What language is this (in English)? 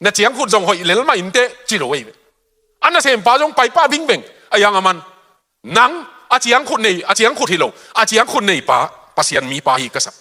Tedim Chin